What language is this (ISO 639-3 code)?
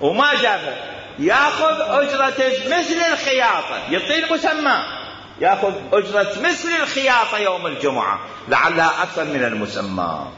acm